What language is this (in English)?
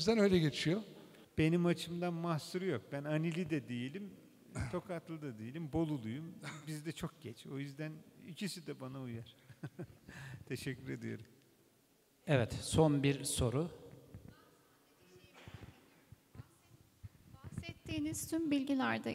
Turkish